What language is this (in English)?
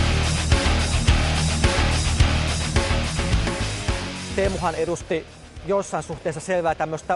Finnish